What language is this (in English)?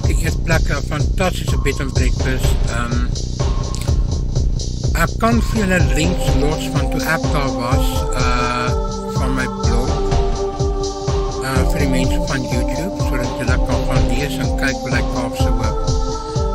Afrikaans